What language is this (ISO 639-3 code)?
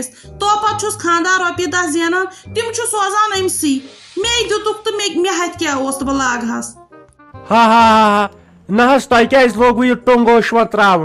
kas